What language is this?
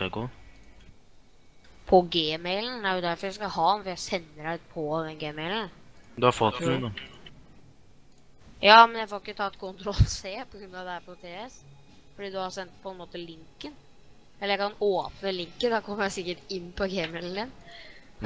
Norwegian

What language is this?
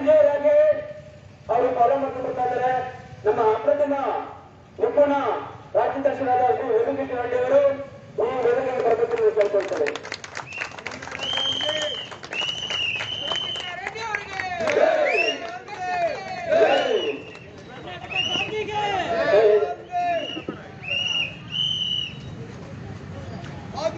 Kannada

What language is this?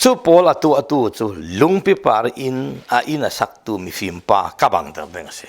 Falam Chin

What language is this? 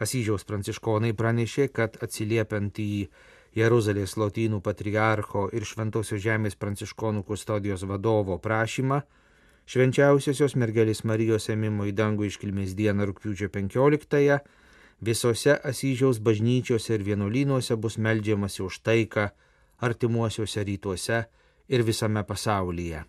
Lithuanian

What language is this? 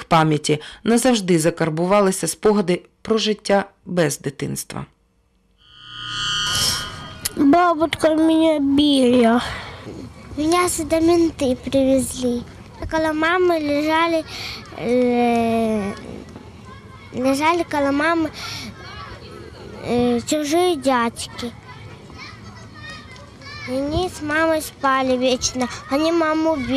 Ukrainian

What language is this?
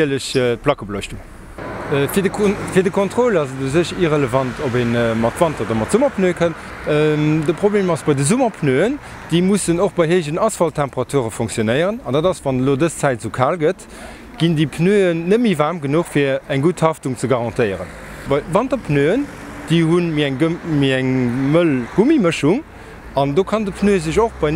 Luxembourgish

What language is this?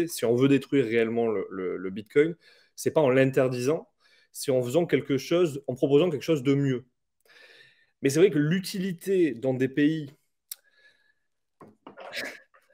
French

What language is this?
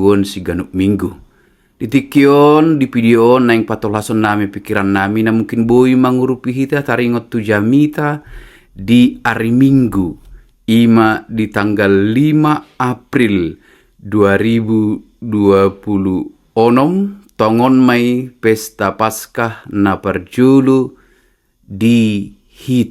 Batak Toba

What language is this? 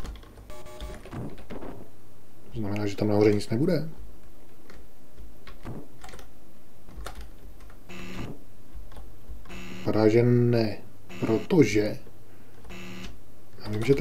Czech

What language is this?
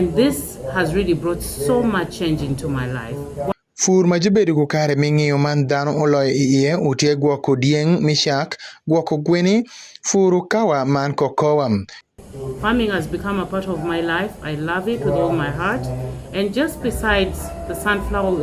Acoli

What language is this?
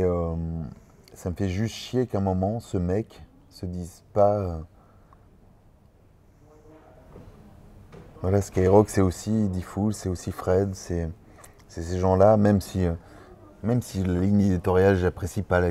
French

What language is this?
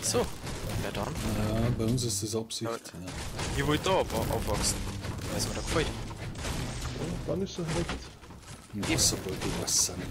Bavarian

